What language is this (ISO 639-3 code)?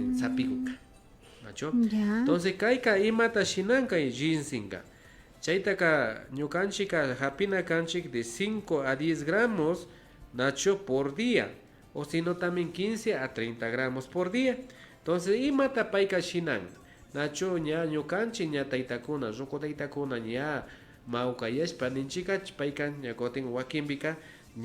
qvi